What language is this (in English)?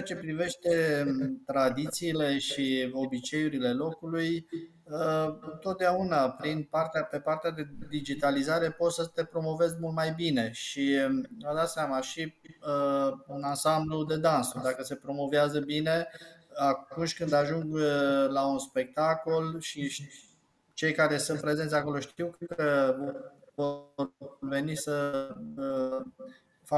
Romanian